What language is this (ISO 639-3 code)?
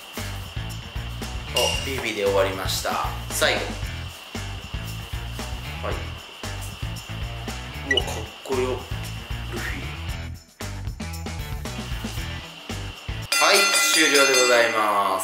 jpn